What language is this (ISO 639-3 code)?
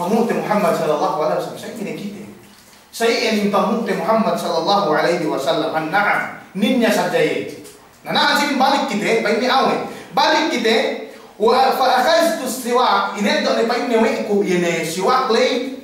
yka